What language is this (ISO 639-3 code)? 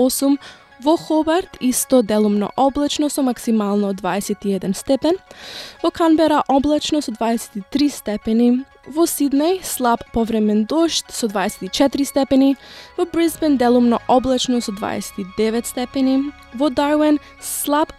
mkd